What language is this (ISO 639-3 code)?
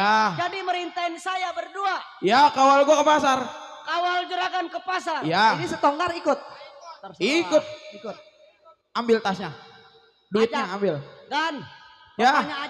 bew